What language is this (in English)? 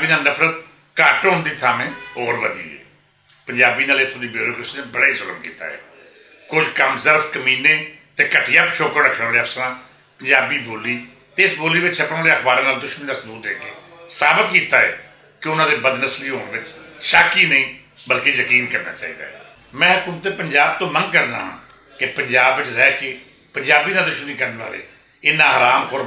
Western Panjabi